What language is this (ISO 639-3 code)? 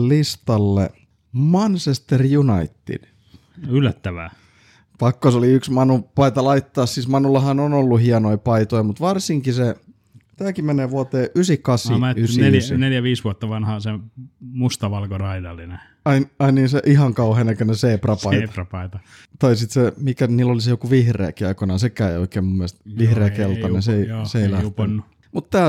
fin